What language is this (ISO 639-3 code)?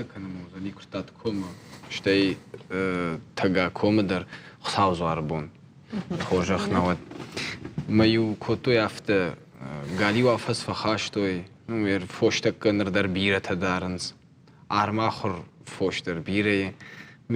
oss